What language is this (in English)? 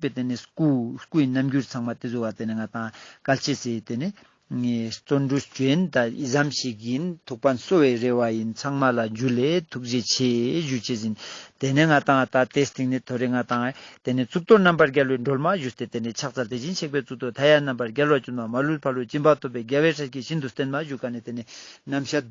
Ladakhi